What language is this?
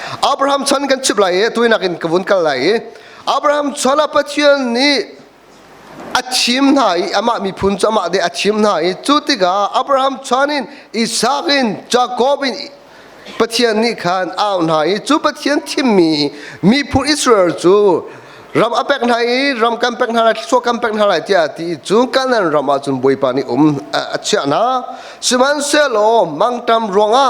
Hakha Chin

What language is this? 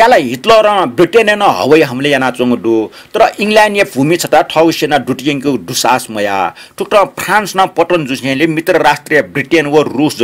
Newari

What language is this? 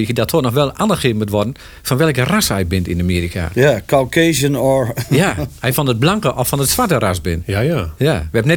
Dutch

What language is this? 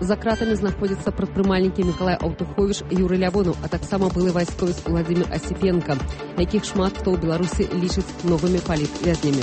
Belarusian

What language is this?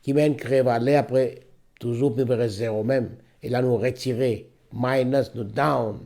Morisyen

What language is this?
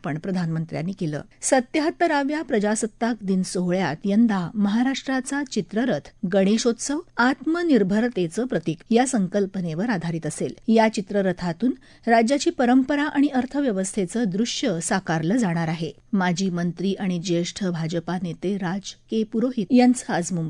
Marathi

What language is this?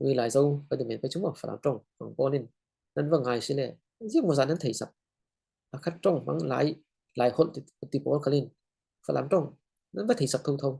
Falam Chin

